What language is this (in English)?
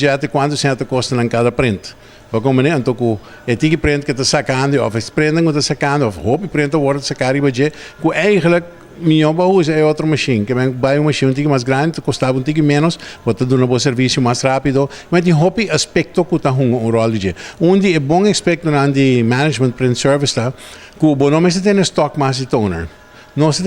Papiamento